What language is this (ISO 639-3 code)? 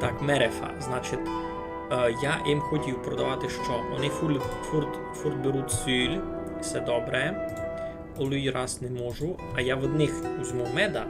rue